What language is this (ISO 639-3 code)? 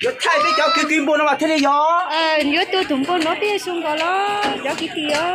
hmn